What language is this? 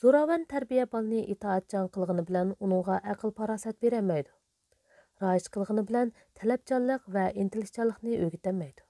Uyghur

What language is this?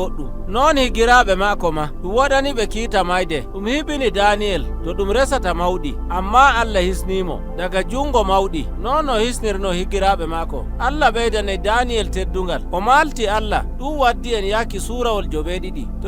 Nigerian Fulfulde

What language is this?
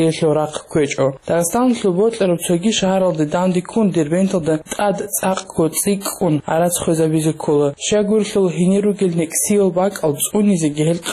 Avaric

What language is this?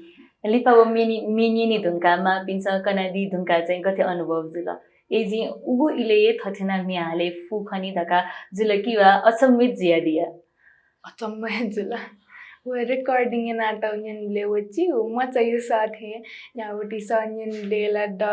Newari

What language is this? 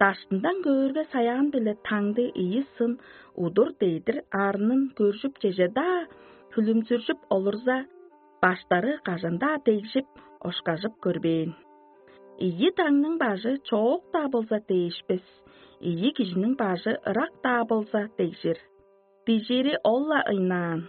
Tuvinian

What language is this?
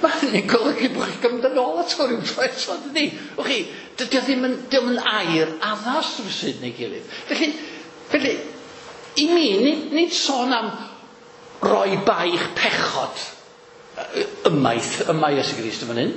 Welsh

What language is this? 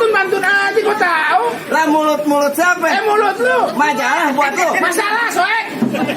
Betawi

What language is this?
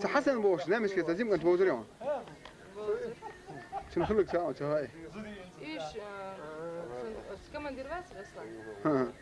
Chechen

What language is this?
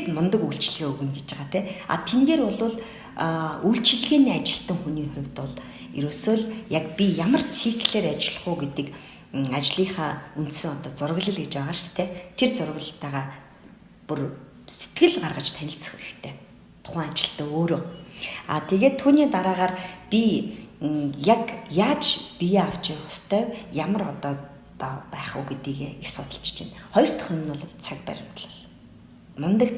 Mongolian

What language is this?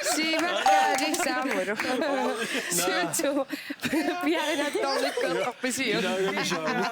Kalaallisut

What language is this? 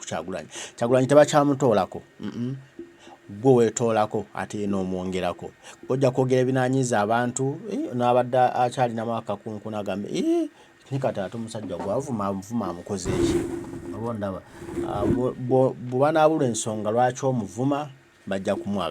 Ganda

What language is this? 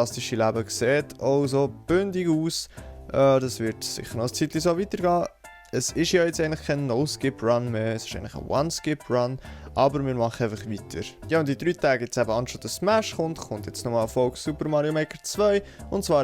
Swiss German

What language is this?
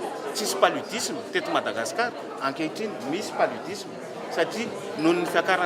Malagasy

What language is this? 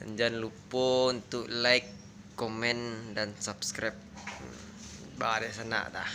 Minangkabau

